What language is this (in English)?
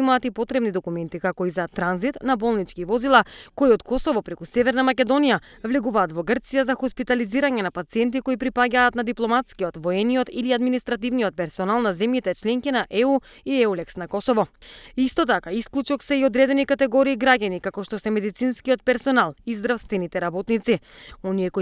Macedonian